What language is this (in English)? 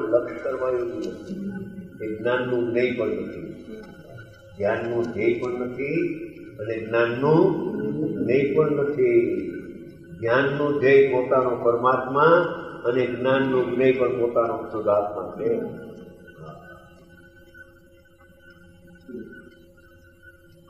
Gujarati